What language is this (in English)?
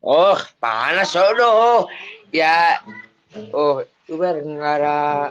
Batak Toba